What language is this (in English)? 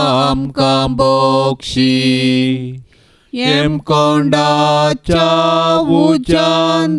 Konkani